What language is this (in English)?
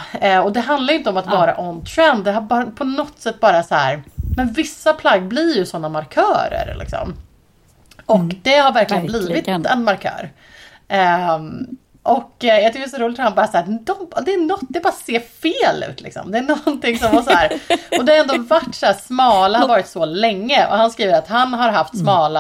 Swedish